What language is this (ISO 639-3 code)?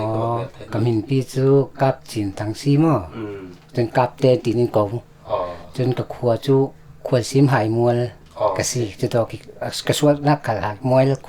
cfm